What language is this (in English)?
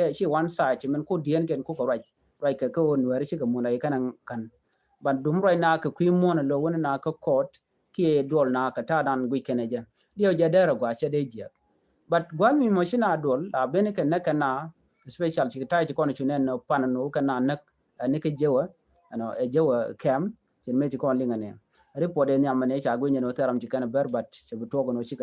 Nuer